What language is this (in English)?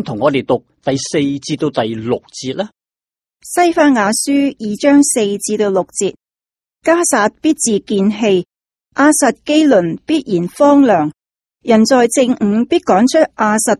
Cantonese